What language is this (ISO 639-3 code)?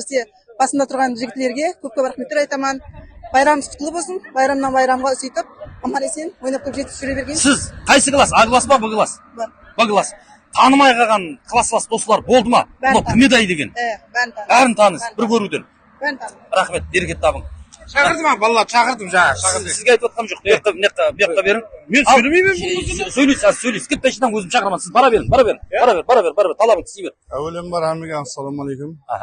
kaa